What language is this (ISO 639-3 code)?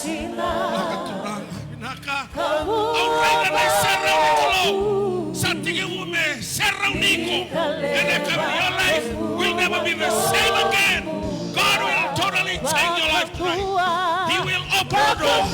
fij